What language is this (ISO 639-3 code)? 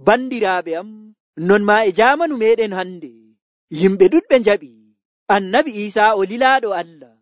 fuv